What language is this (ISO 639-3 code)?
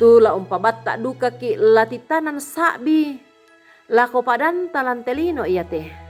sda